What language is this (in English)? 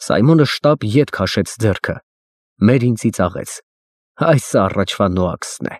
Armenian